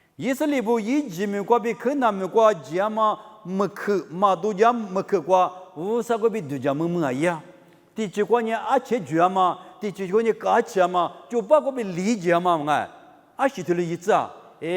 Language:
Lisu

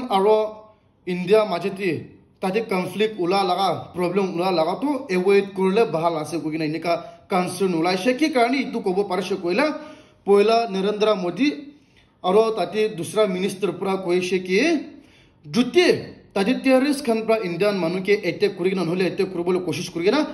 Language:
Naga Pidgin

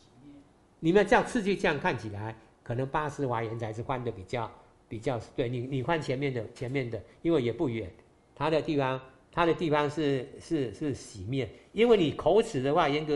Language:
Chinese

